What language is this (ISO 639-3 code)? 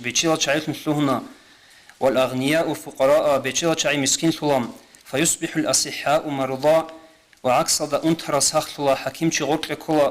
ava